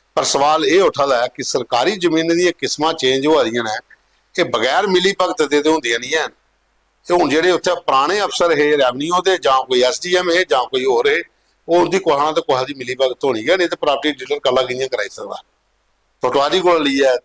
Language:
Dogri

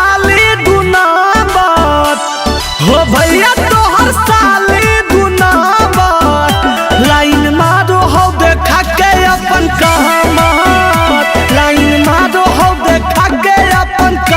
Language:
Magahi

